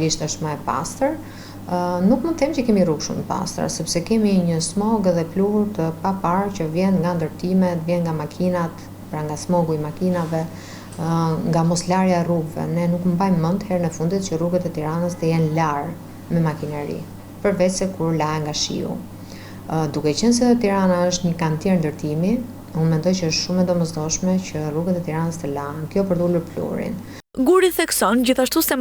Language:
Albanian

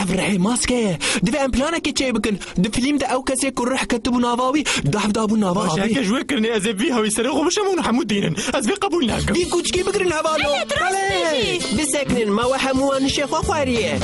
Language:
Kurdish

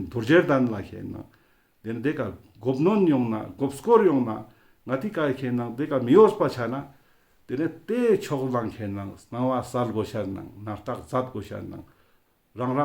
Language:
Ladakhi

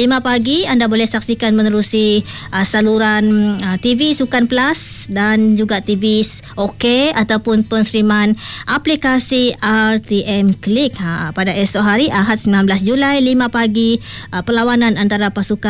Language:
Malay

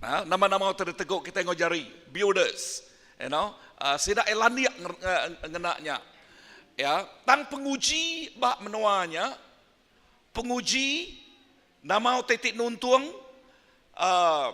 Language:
Iban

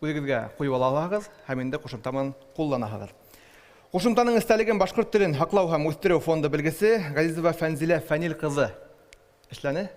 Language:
Bashkir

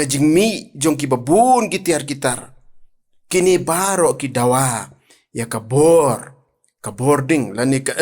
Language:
Khasi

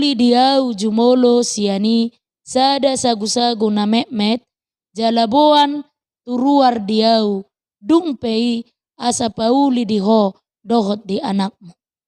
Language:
Batak Toba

